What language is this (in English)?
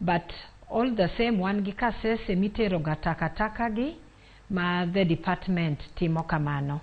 Luo (Kenya and Tanzania)